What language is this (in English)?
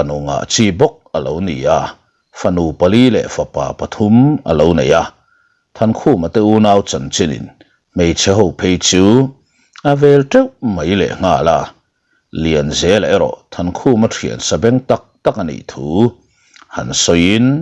Mizo